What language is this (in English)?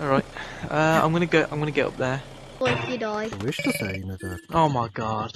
Swiss German